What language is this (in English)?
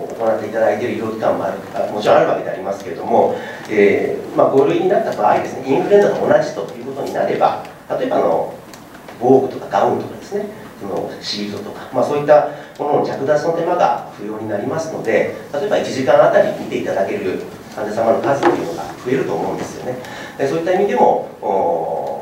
Japanese